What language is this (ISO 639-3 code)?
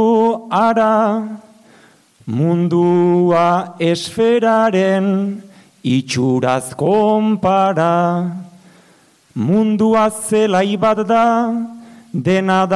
eus